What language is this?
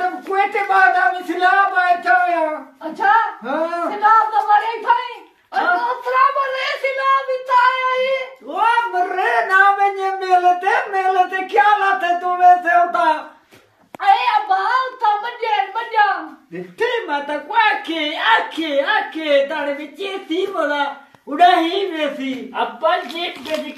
Saraiki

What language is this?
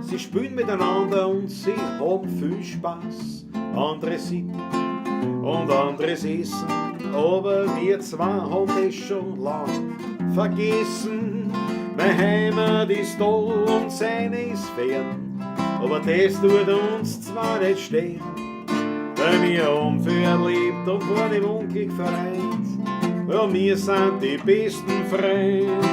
Bavarian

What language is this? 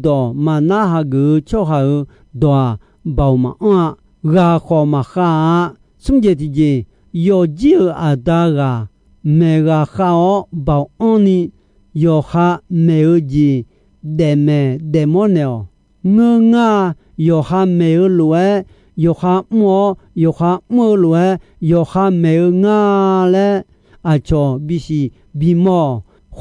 Akha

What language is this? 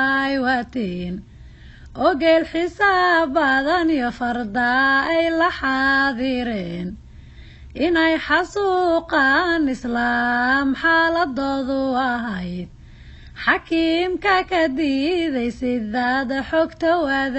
Somali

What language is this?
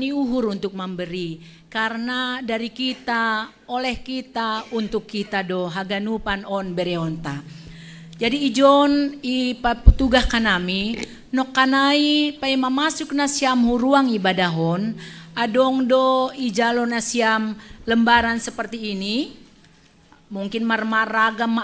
Batak Simalungun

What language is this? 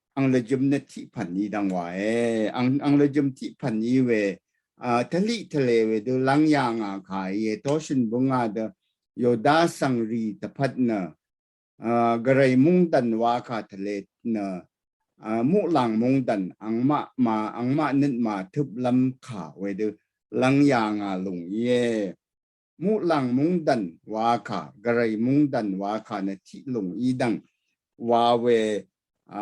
Rawang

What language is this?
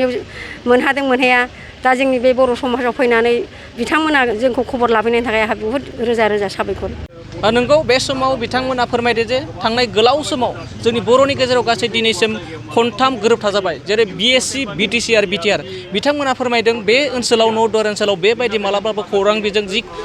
Bodo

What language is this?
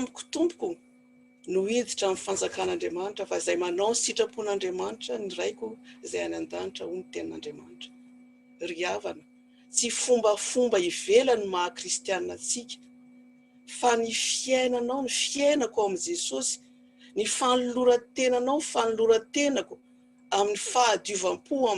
Malagasy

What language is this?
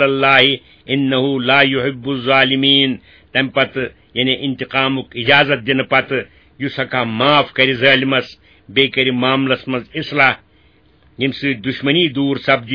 Kashmiri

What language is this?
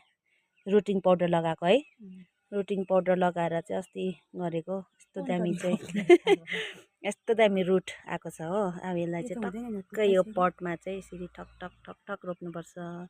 Nepali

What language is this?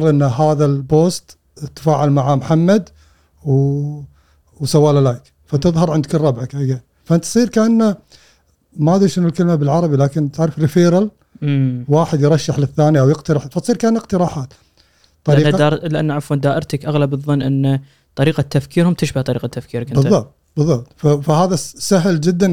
Gulf Arabic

